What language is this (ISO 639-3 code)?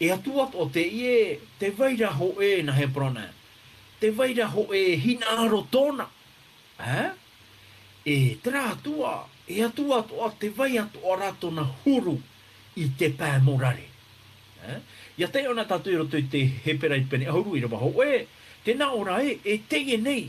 tah